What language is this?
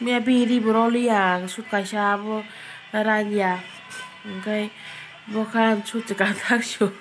Kok Borok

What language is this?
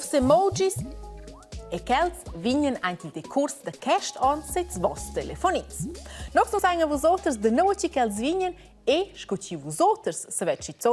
Romansh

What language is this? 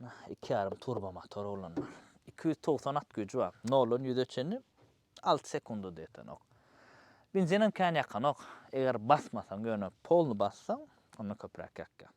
Turkmen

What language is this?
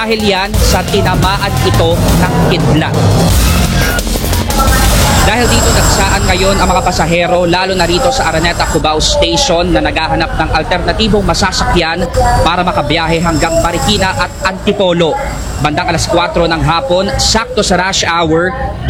Filipino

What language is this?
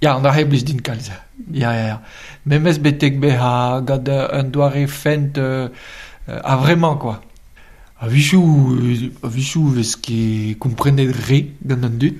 Breton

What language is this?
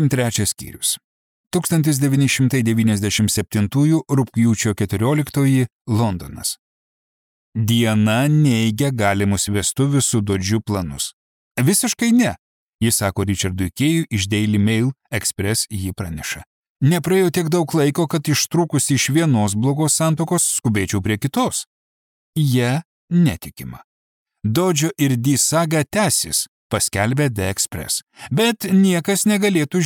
Lithuanian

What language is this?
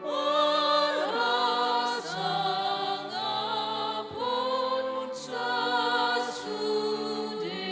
Batak Toba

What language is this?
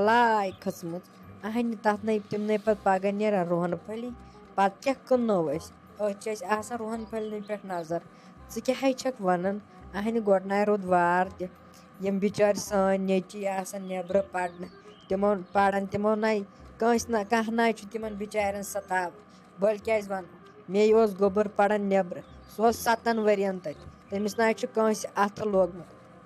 Kashmiri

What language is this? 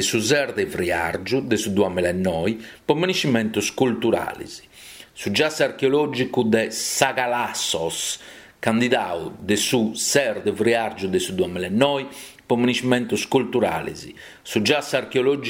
Sardinian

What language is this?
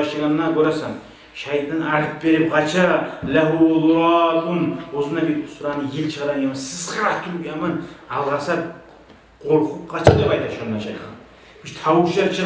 Kumyk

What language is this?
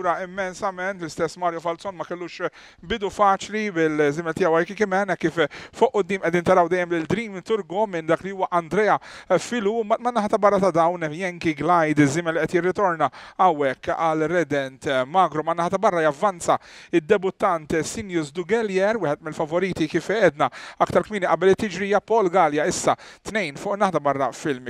Maltese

